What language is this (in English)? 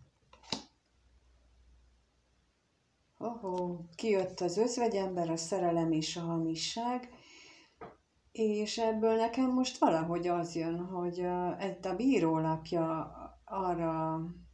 Hungarian